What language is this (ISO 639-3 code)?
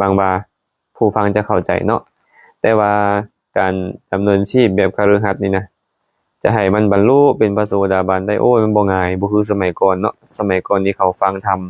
lao